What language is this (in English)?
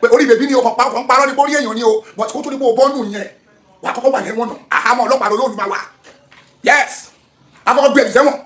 Yoruba